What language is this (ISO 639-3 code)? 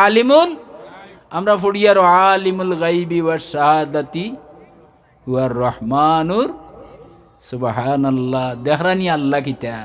syl